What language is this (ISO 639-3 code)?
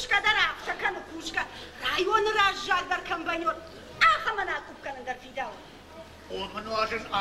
oss